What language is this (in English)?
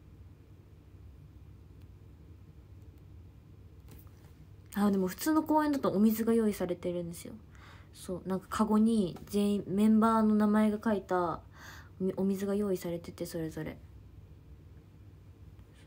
Japanese